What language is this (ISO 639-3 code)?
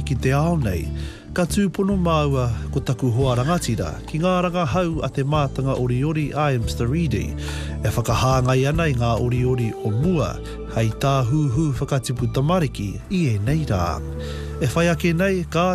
mri